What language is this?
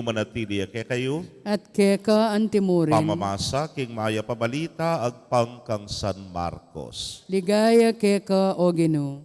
Pampanga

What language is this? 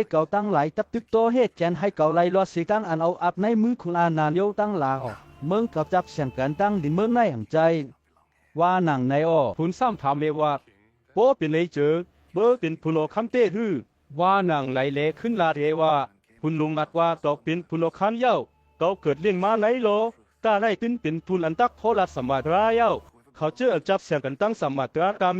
Shan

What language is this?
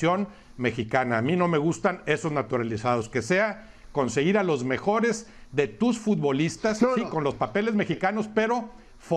Spanish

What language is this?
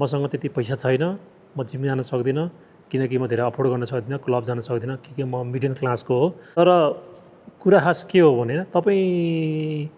Nepali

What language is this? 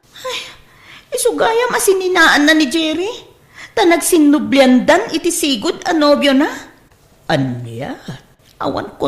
Iloko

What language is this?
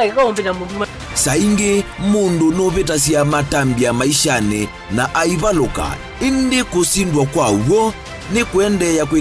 Kamba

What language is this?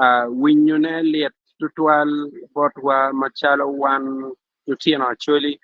Acoli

